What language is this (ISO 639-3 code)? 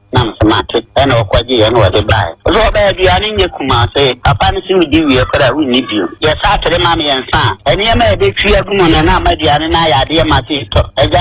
aka